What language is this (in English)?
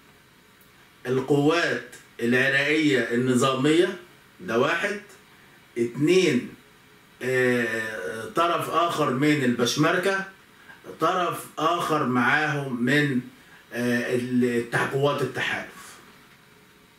Egyptian Arabic